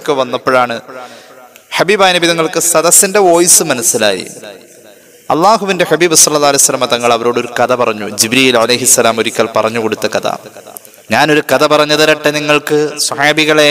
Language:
Malayalam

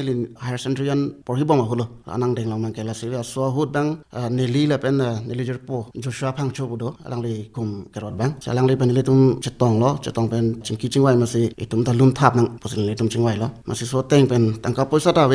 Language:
Karbi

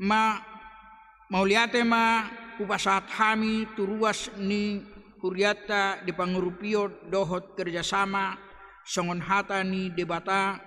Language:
Batak Toba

